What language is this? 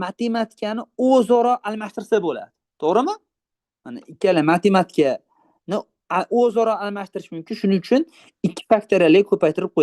Uzbek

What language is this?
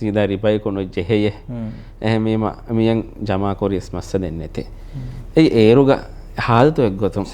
Divehi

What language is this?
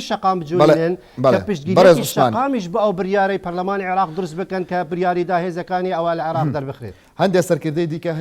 Central Kurdish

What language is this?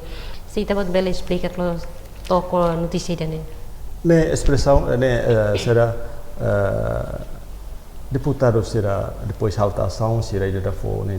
Tetum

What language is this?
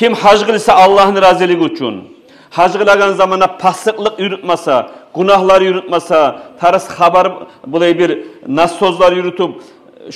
Kumyk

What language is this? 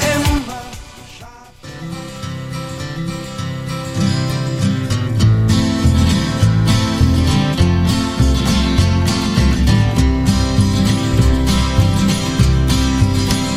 German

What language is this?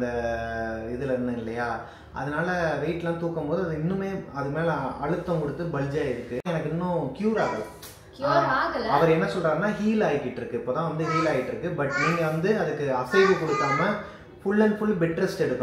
Tamil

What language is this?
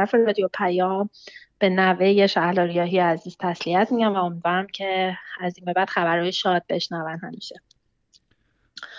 Persian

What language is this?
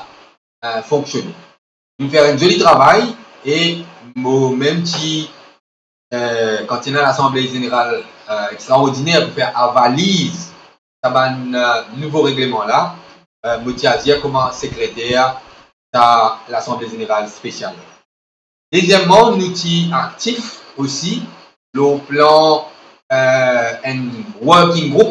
Morisyen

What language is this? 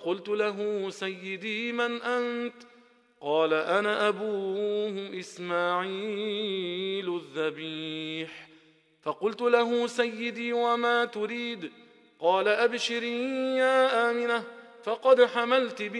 Arabic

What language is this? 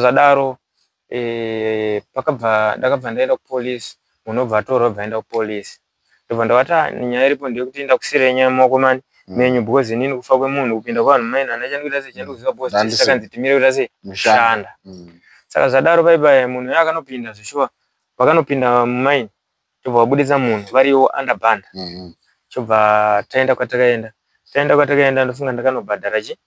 Shona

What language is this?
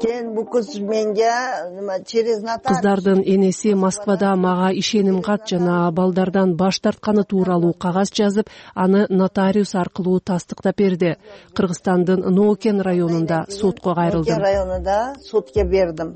Kyrgyz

